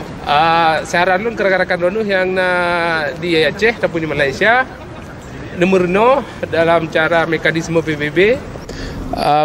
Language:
Achinese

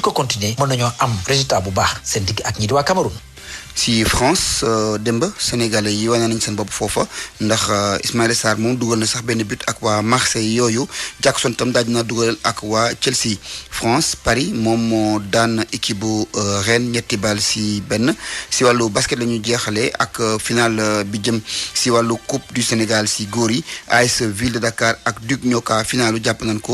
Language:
Wolof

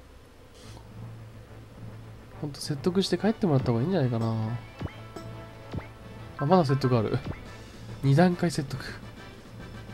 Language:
Japanese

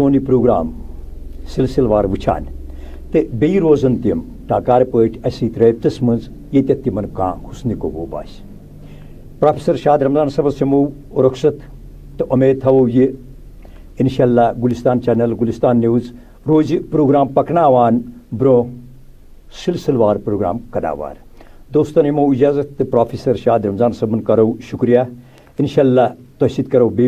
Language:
Kashmiri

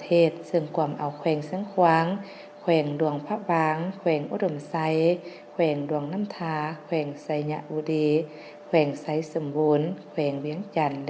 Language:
Lao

